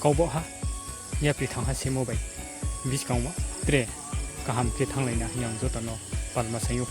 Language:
Riang (India)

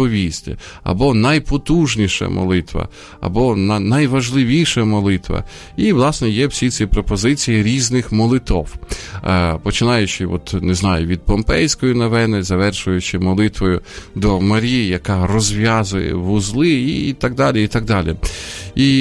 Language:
Ukrainian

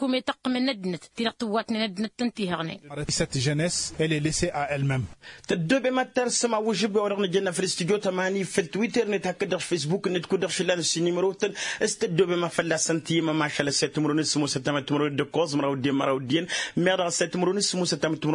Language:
Tamasheq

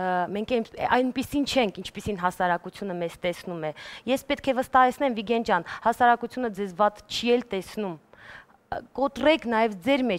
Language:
Armenian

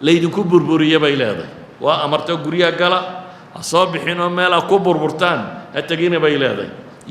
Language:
Somali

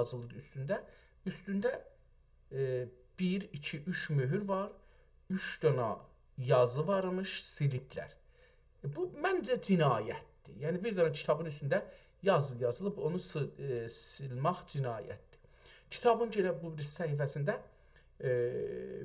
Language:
South Azerbaijani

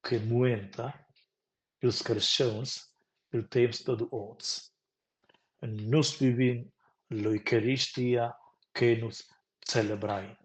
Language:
Romansh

